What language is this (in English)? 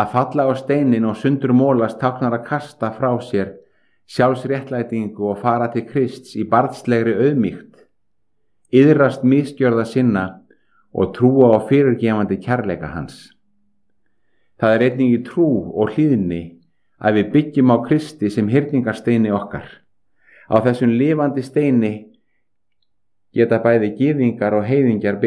Icelandic